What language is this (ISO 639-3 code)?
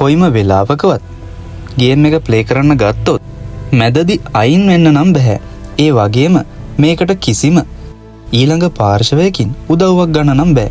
sin